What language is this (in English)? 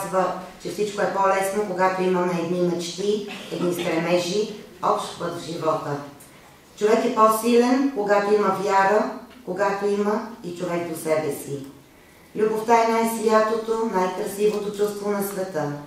Bulgarian